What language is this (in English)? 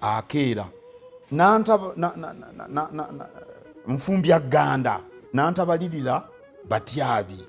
Ganda